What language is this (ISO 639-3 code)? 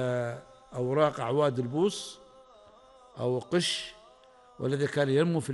ara